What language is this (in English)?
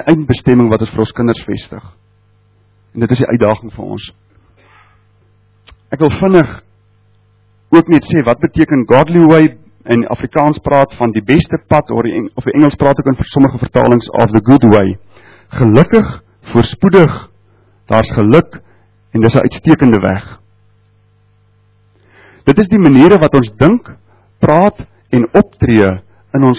Afrikaans